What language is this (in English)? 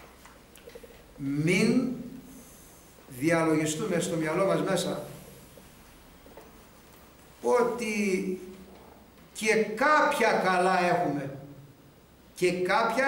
Greek